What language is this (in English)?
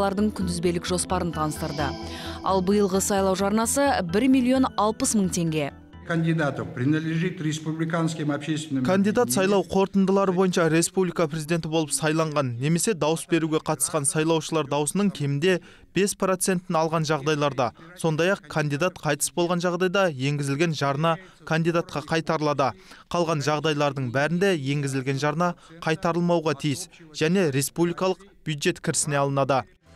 Kazakh